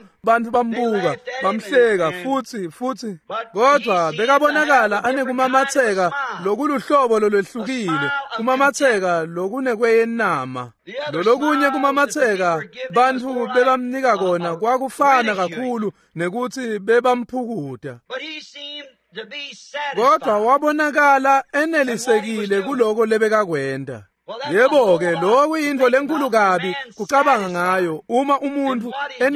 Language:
Swati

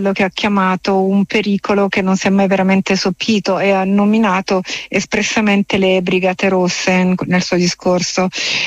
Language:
Italian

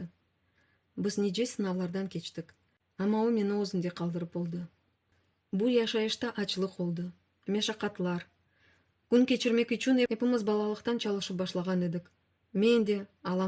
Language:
Crimean Tatar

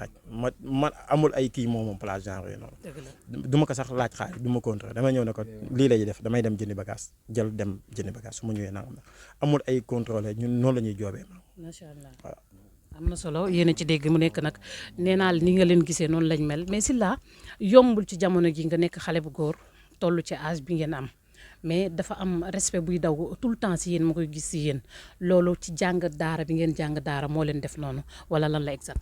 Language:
Wolof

